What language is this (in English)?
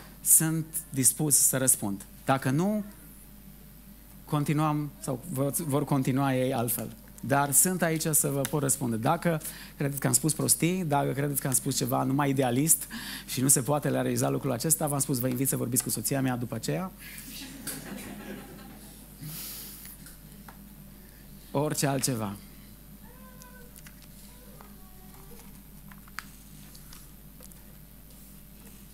Romanian